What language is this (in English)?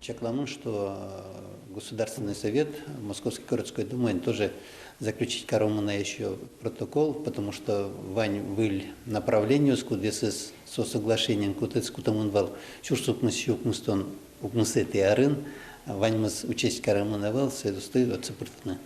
Udmurt